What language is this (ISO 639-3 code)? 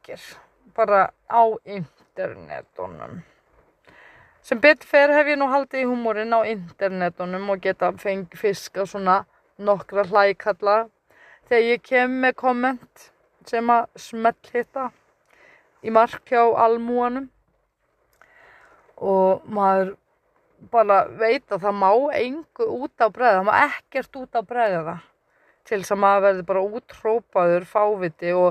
isl